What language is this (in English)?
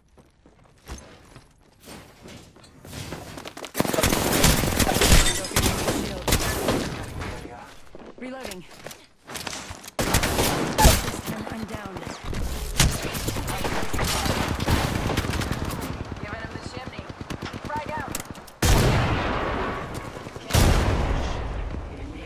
English